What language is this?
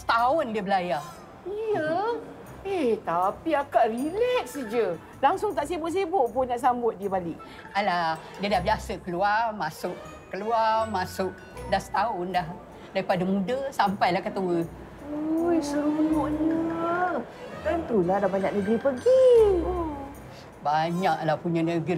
Malay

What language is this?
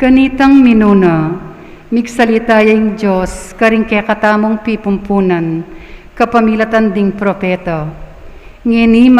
Pampanga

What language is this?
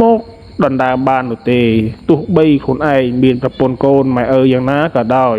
Khmer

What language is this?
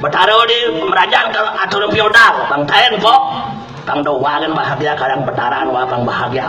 Balinese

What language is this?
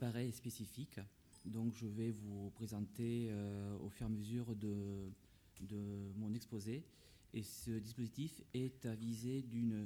French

